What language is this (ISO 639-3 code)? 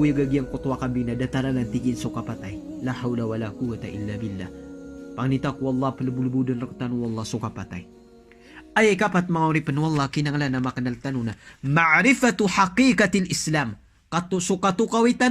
mrw